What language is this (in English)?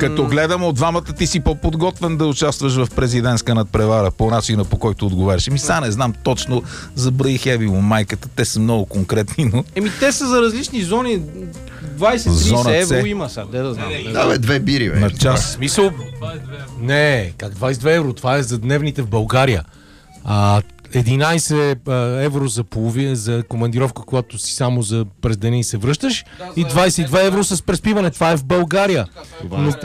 Bulgarian